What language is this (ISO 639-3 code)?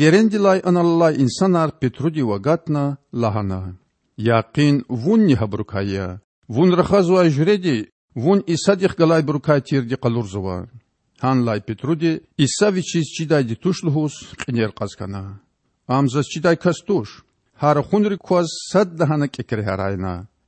lez